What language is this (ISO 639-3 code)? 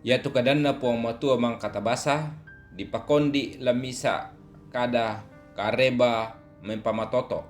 sda